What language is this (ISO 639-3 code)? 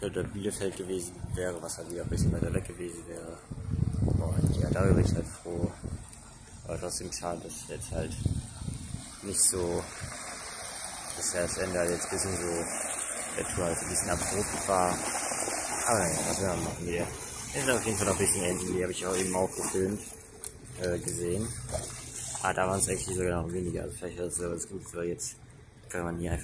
deu